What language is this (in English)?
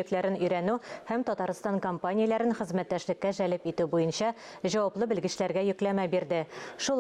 Tatar